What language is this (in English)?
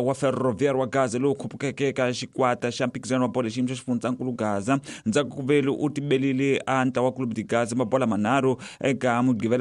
Tsonga